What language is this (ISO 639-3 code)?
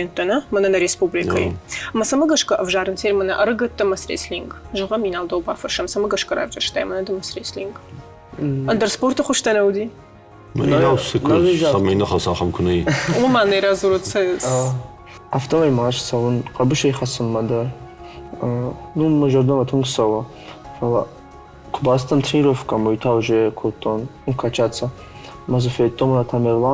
oss